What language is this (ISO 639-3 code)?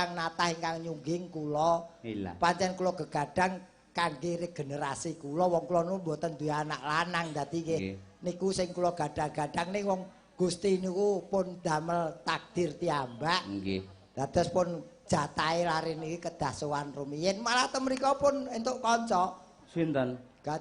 jav